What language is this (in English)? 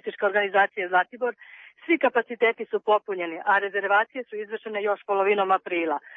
Serbian